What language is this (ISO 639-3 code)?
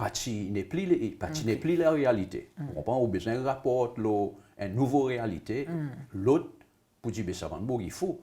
crs